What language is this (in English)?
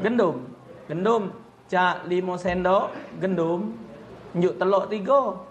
Musi